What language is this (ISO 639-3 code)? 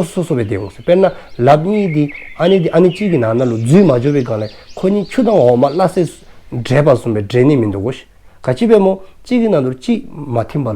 dzo